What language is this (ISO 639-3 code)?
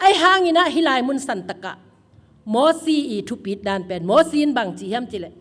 ctd